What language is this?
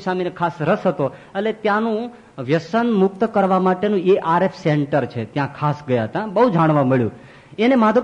Gujarati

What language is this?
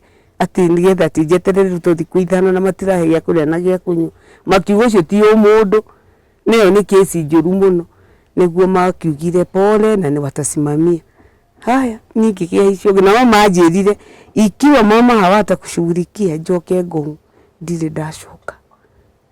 Kikuyu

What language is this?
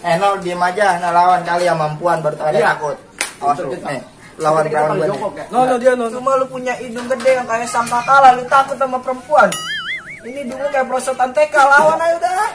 Betawi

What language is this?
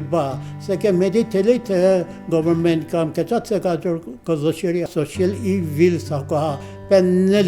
Angami Naga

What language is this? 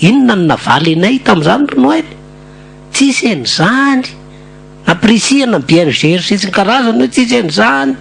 Malagasy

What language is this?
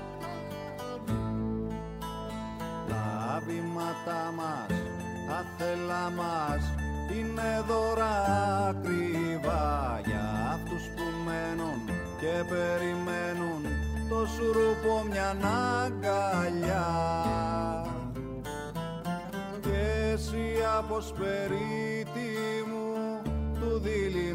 Greek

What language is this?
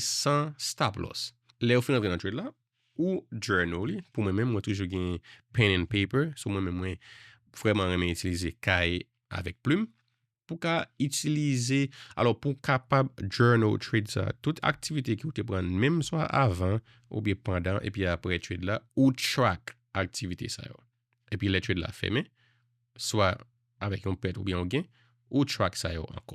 Haitian Creole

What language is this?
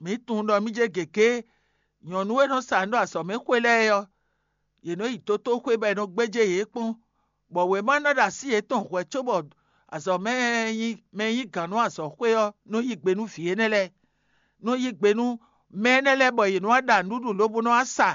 Fon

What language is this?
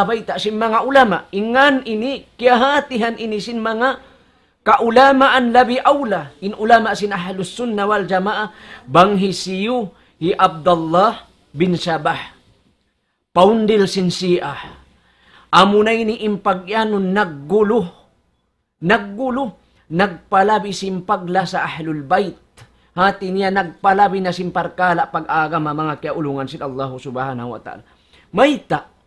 Tausug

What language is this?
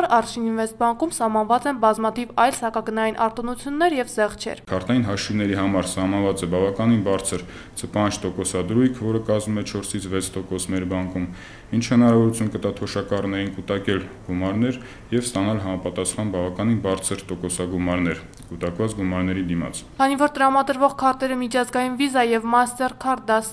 Armenian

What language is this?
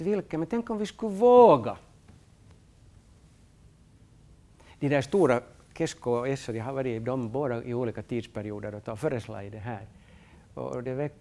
Swedish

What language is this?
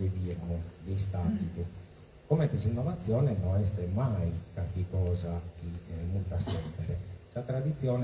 Sardinian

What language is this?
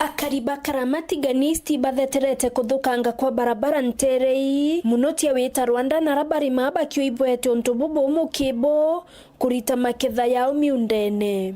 Meru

